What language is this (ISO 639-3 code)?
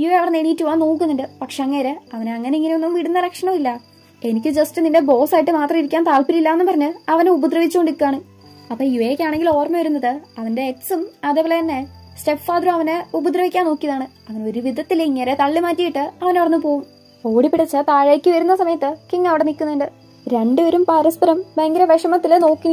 mal